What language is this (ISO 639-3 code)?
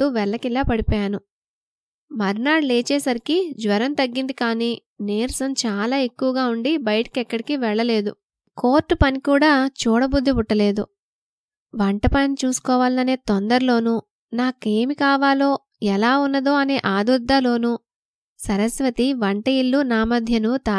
tel